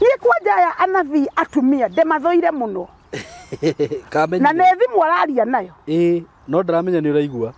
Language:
Kikuyu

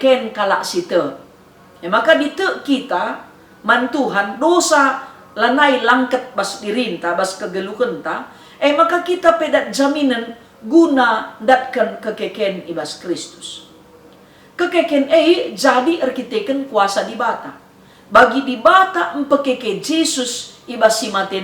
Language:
Batak Karo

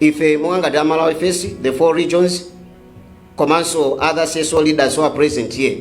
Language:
Nyanja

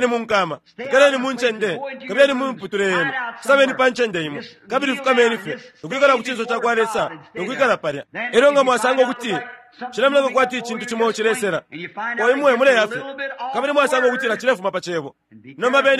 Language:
Bemba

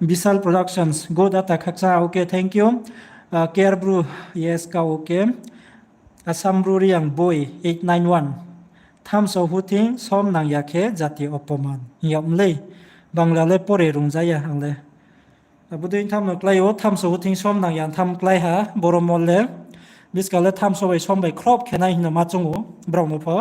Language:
Riang (India)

